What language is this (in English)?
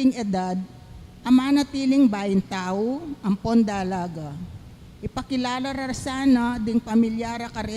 Pampanga